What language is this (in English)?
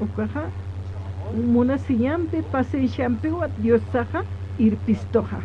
Aymara